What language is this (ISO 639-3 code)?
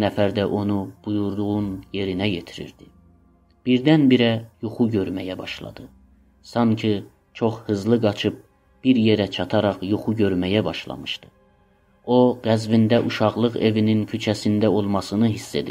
azb